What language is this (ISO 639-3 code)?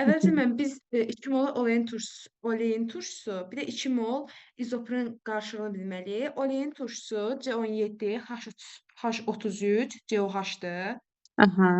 aze